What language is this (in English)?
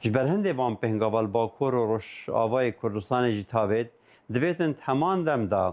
Kurdish